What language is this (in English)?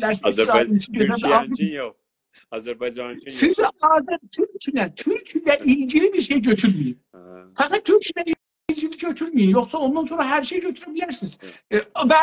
South Azerbaijani